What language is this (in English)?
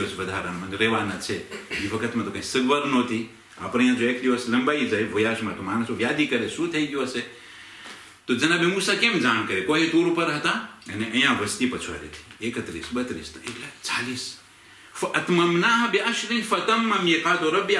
Gujarati